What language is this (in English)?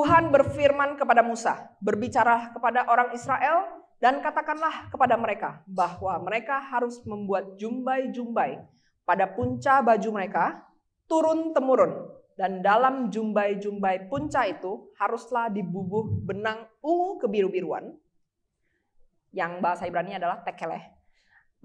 Indonesian